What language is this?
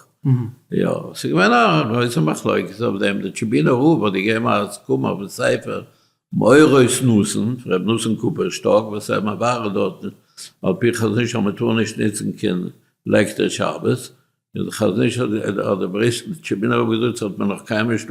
Yiddish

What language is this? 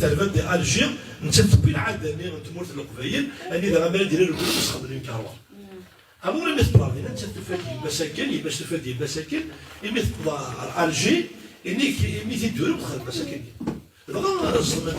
Kabyle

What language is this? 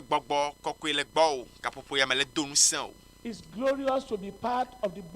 Ewe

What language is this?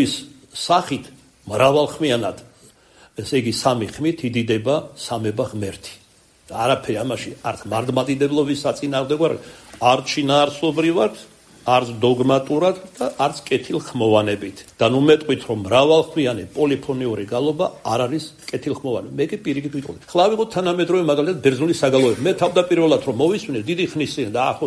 Georgian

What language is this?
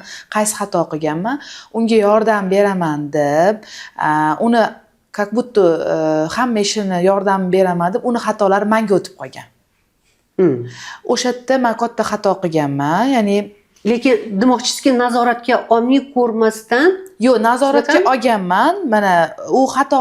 Uzbek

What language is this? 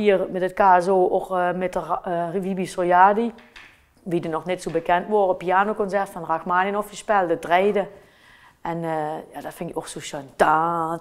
Limburgish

